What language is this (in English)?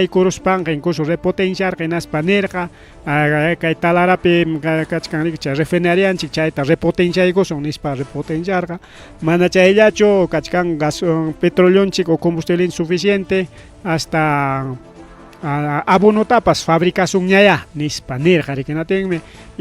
Ayacucho Quechua